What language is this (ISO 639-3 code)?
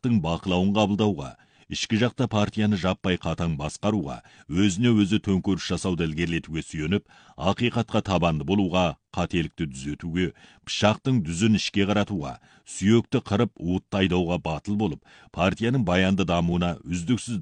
kaz